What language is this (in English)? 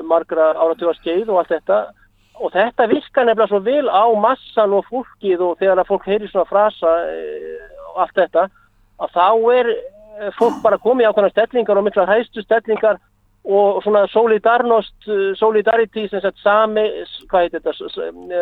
Icelandic